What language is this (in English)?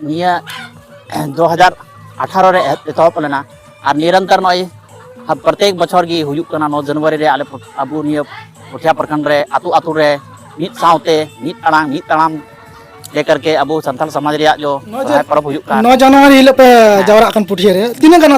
Santali